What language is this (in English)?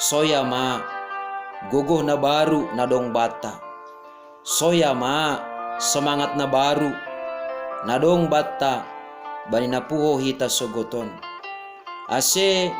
Batak Simalungun